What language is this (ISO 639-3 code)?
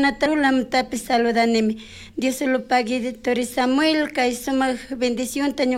qug